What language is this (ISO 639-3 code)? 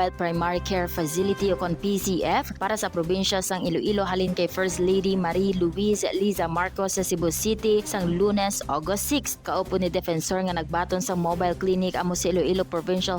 hil